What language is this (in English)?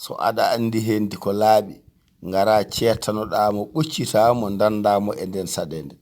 Fula